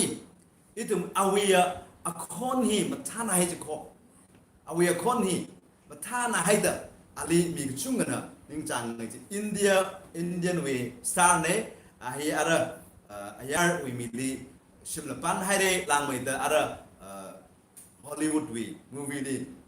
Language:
Tangkhul Naga (India)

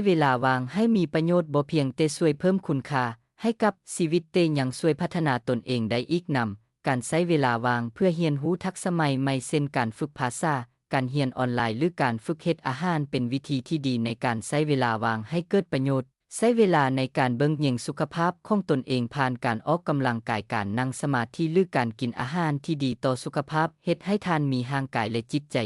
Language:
Lao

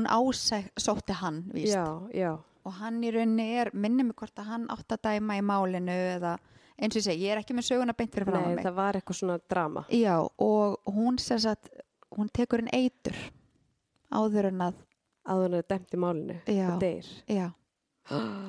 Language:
Icelandic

